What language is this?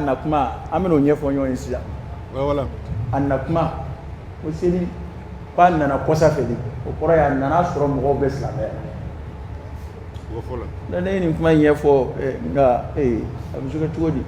Dyula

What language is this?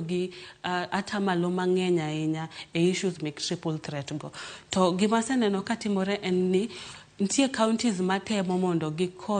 Luo (Kenya and Tanzania)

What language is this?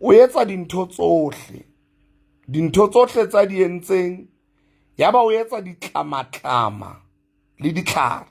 Southern Sotho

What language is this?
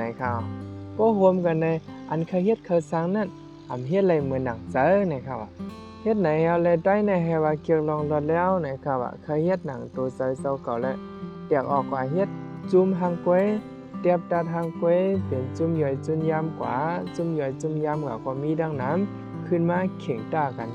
Shan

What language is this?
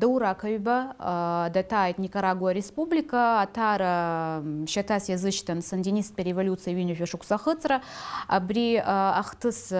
Abkhazian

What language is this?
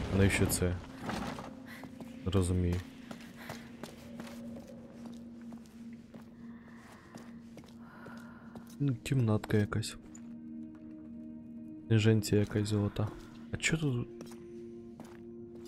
Ukrainian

